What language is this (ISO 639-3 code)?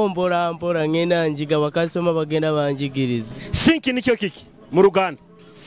nyo